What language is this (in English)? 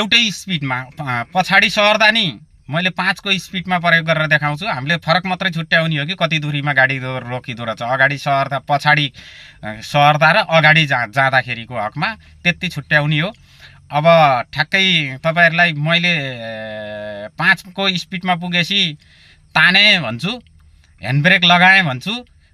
Nepali